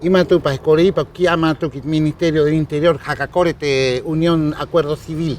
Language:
Rapanui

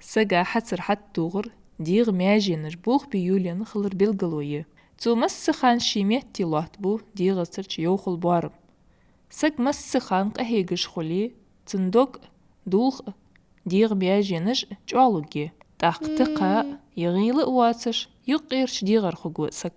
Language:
Ingush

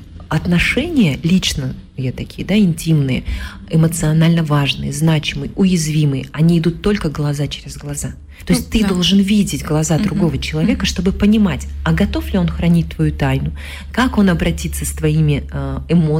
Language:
Russian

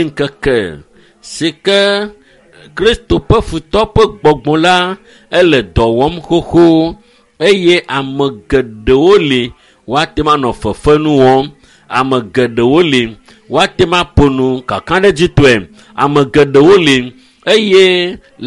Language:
Ewe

